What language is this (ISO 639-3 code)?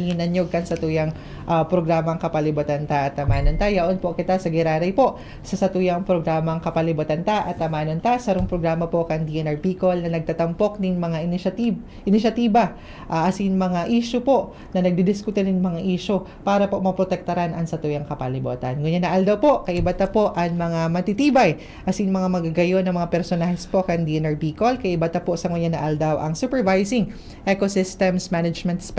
bik